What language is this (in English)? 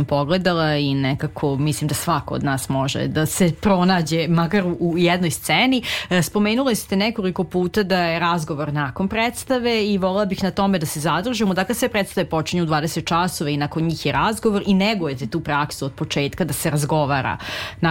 Serbian